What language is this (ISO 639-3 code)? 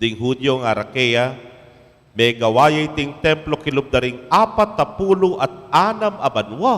pam